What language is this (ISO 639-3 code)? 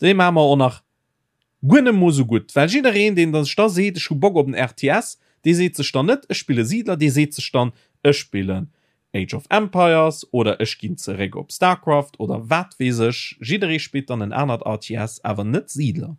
ltz